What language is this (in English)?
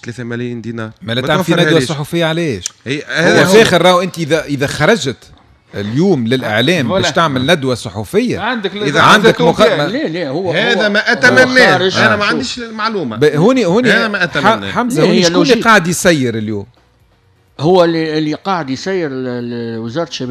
Tunisian Arabic